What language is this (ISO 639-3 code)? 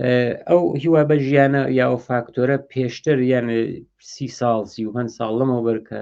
ckb